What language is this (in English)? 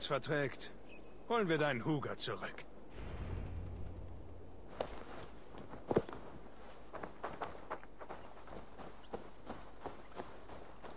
German